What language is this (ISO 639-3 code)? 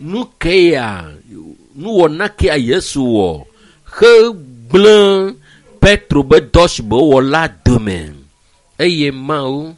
ewe